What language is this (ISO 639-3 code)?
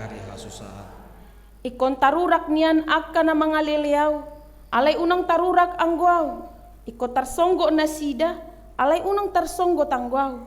bbc